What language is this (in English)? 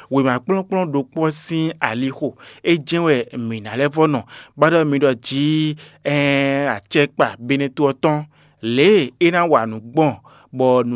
Fon